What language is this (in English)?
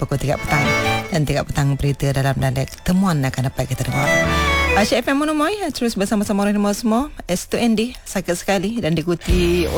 Malay